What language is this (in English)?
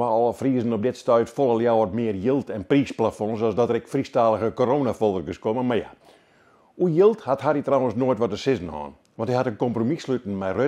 Western Frisian